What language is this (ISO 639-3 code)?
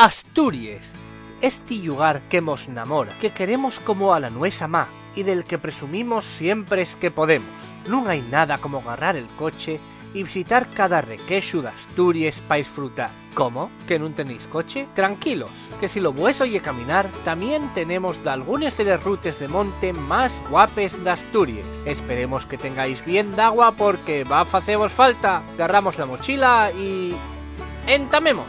ast